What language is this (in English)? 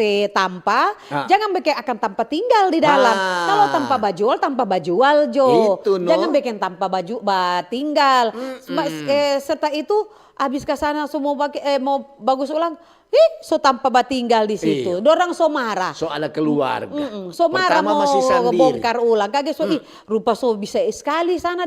Manado Malay